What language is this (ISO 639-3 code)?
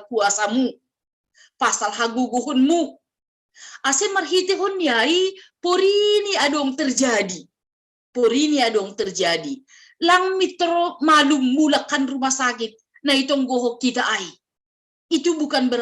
bts